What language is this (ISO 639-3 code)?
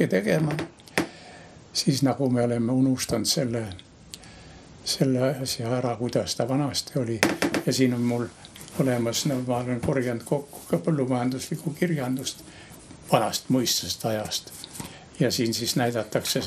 est